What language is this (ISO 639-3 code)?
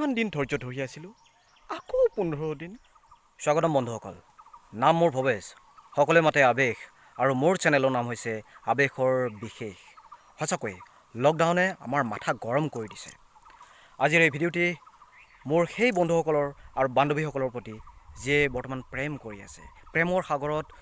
asm